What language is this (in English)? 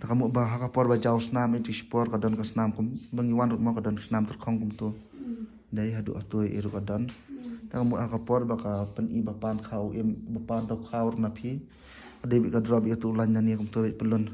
Khasi